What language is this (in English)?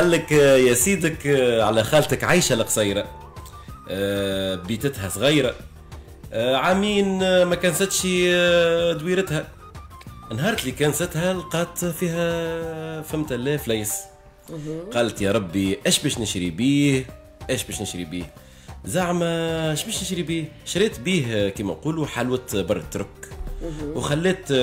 Tunisian Arabic